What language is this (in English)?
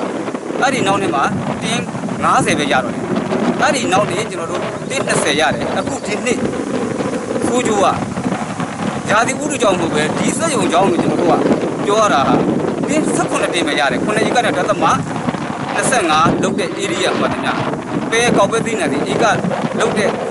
Burmese